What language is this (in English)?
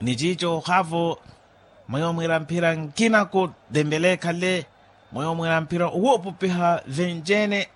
Makhuwa